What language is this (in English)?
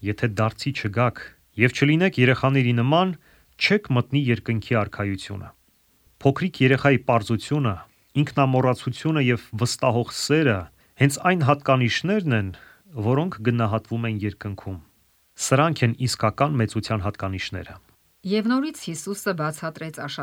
Armenian